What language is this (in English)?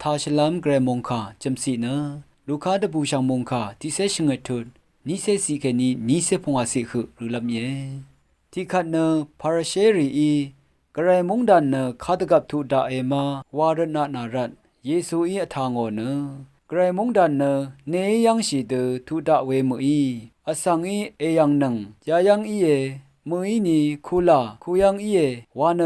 Rawang